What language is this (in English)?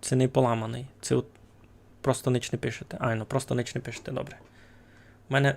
Rusyn